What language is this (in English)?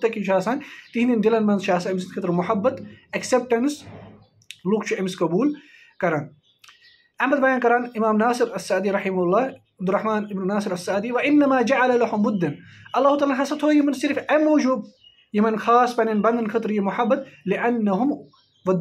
Kashmiri